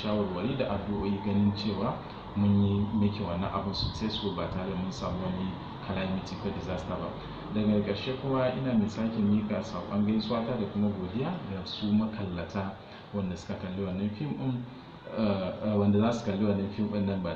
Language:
Hausa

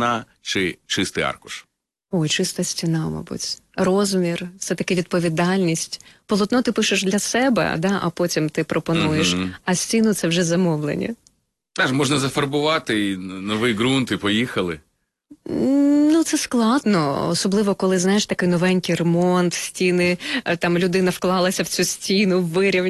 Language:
Ukrainian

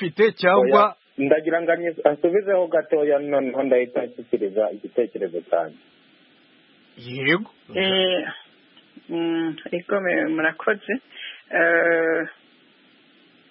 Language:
Kinyarwanda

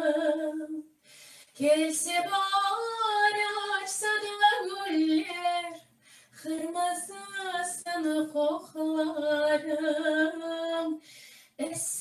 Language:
Crimean Tatar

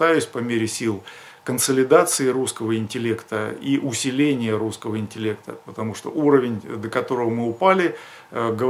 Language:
Russian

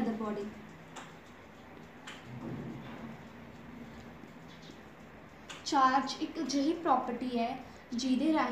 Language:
Punjabi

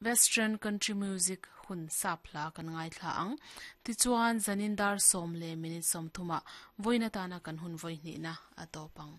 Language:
Mizo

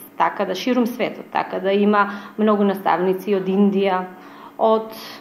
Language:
Macedonian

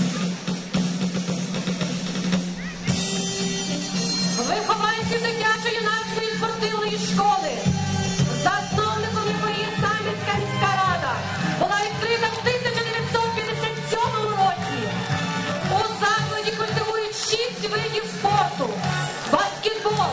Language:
Ukrainian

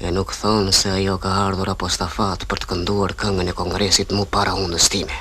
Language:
Albanian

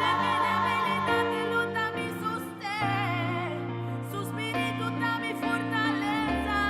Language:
Papiamento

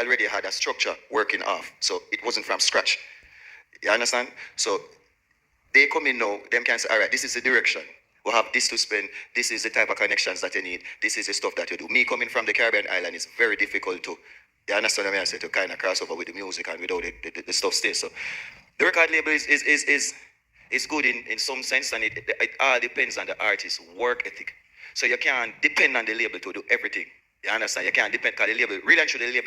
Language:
Jamaican Creole English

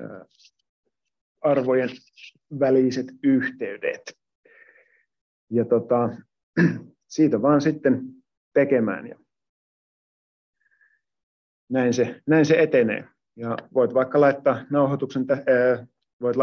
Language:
Finnish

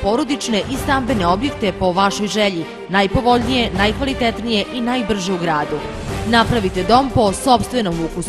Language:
Serbian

